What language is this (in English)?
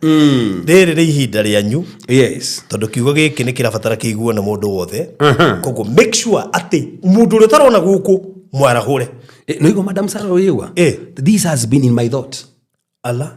Kikuyu